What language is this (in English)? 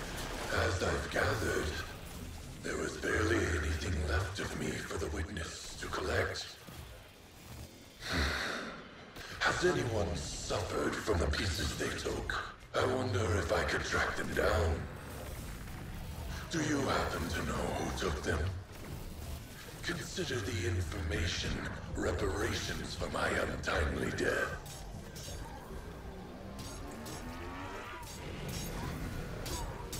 English